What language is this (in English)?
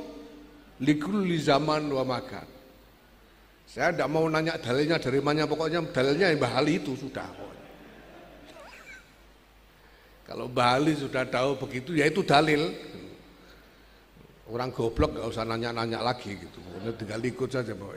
Indonesian